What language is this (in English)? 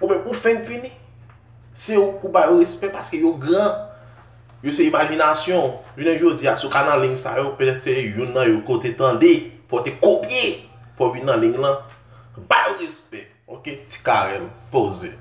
Haitian Creole